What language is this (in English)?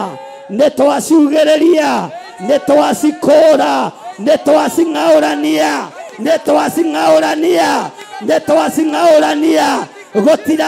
Kikuyu